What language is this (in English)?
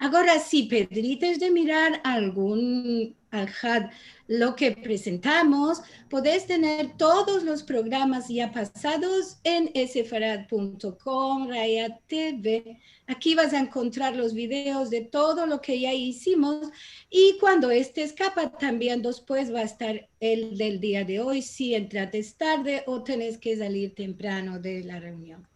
Ladino